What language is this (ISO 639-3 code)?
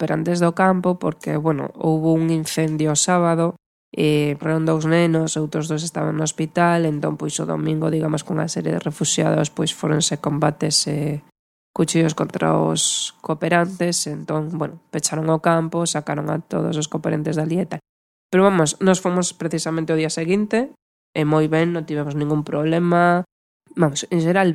glg